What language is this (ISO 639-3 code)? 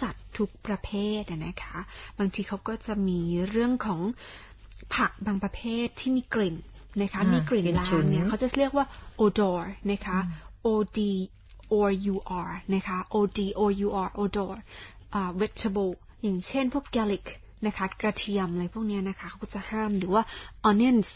tha